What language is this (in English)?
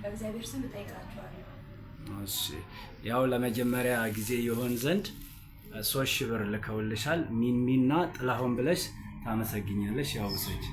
Amharic